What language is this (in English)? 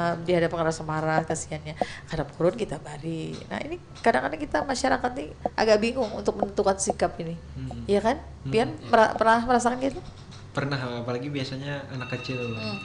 Banjar